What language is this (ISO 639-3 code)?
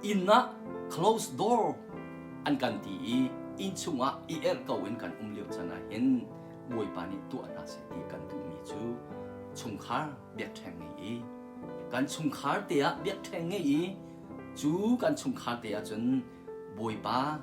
cnh